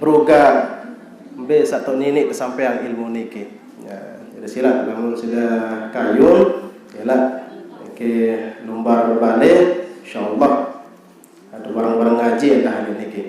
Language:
Sasak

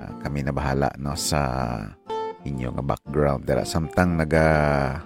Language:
Hiligaynon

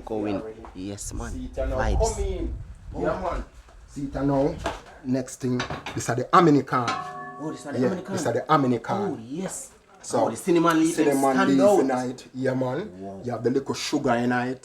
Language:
Jamaican Creole English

